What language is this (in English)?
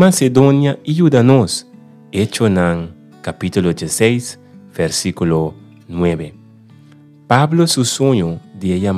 Papiamento